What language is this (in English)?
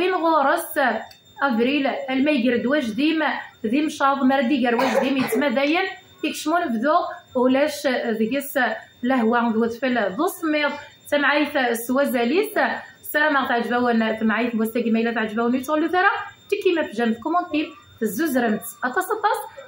Kabyle